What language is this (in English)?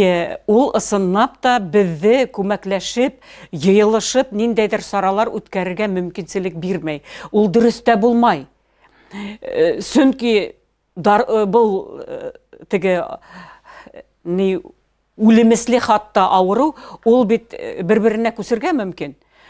Bashkir